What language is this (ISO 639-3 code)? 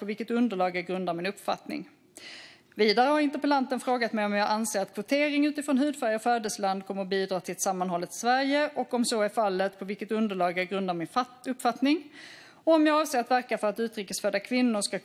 swe